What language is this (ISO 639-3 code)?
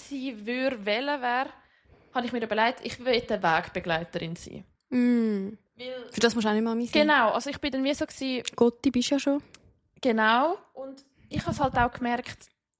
gsw